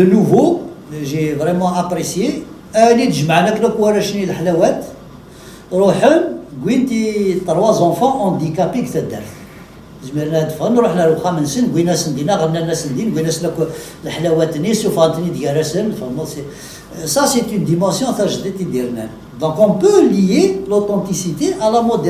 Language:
Kabyle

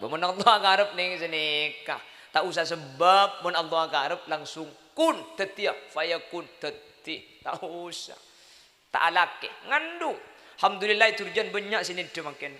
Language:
Madurese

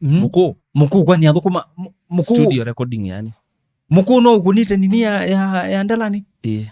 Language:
Kamba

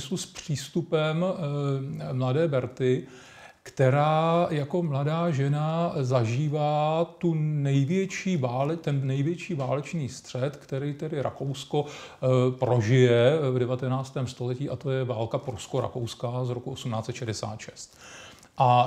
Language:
Czech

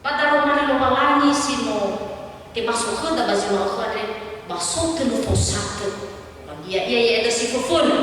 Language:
Nias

